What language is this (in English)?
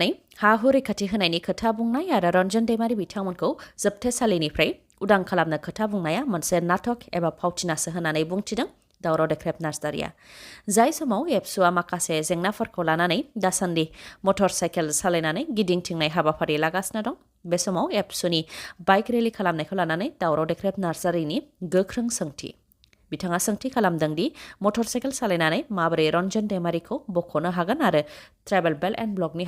Bodo